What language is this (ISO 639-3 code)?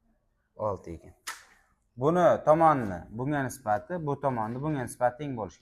uzb